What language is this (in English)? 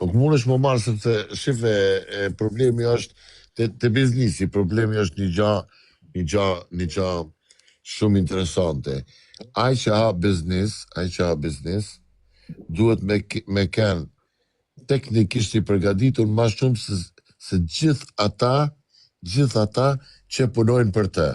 Albanian